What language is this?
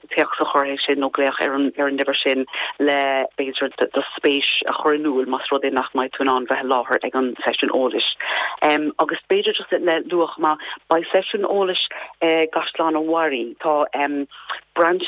Irish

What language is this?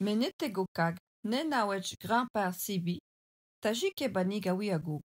Algonquin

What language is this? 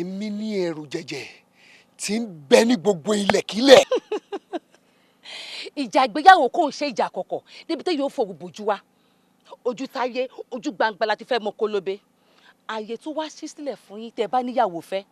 Yoruba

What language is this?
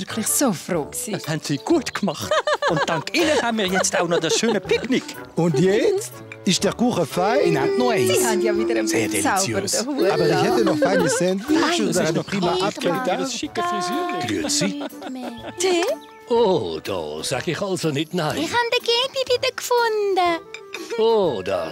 Swiss German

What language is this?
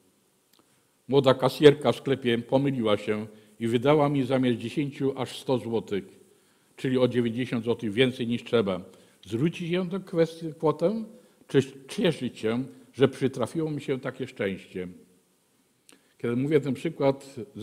Polish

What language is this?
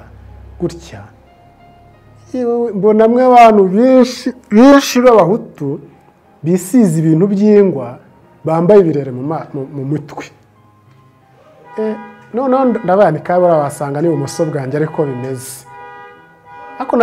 Kinyarwanda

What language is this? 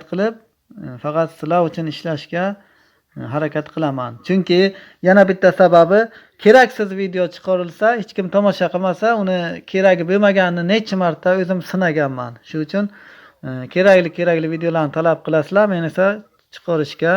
Uzbek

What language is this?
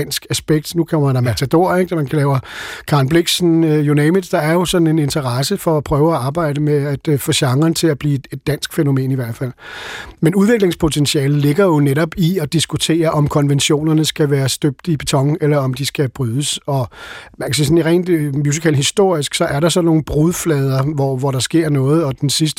Danish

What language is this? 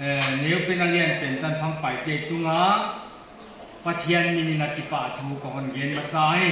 Paite Chin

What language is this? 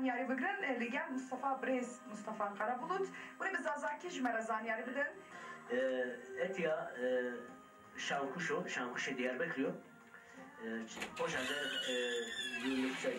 Zaza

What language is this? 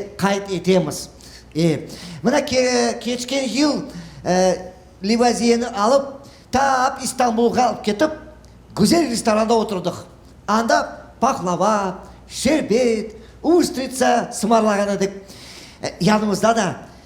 Crimean Tatar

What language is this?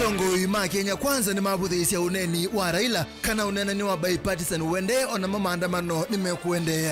Kamba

